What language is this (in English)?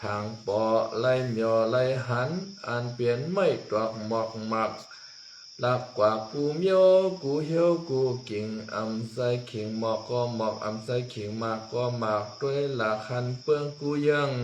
Shan